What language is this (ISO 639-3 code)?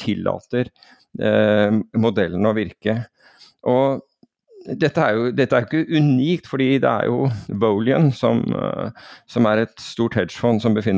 nor